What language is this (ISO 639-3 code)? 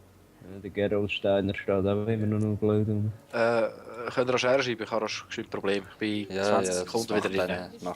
gsw